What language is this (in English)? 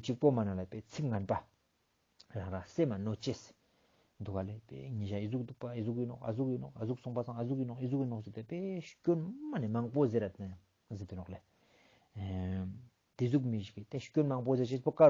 Ladakhi